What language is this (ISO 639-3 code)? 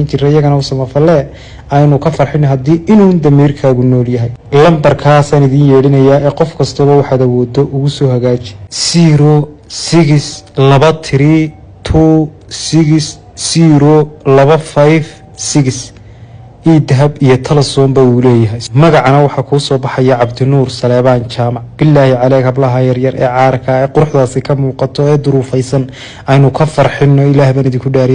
som